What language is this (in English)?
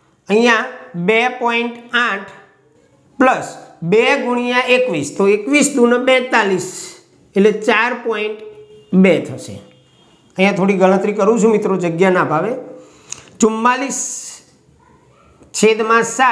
Gujarati